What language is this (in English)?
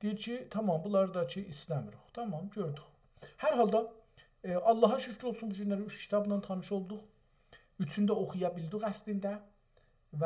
South Azerbaijani